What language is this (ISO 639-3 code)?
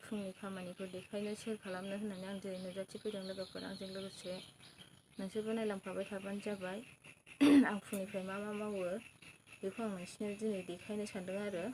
brx